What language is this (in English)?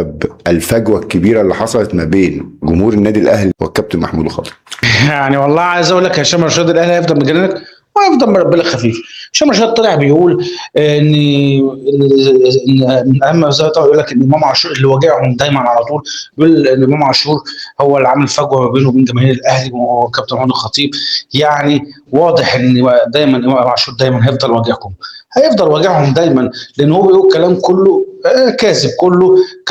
Egyptian Arabic